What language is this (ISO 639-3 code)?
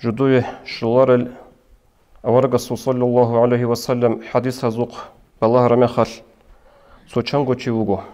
ava